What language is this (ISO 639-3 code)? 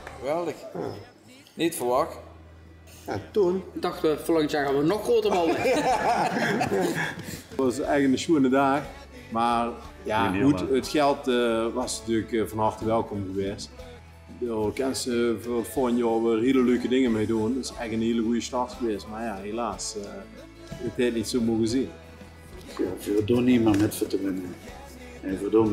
lim